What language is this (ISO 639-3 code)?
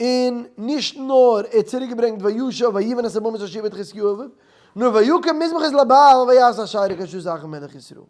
yid